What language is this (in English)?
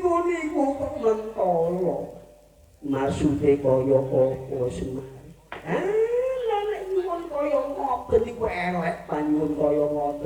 Javanese